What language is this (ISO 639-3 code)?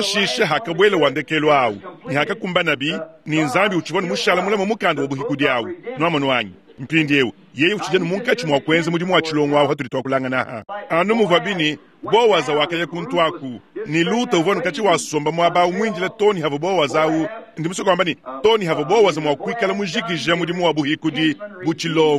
lua